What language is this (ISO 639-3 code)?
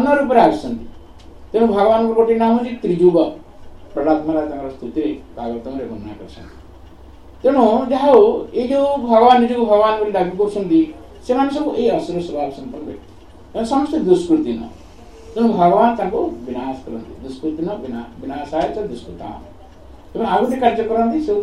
ori